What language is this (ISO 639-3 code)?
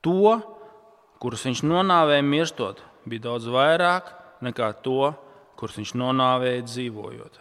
lav